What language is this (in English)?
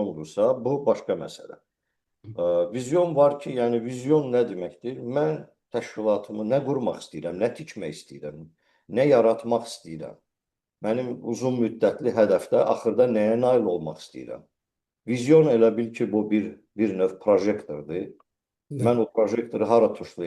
Azerbaijani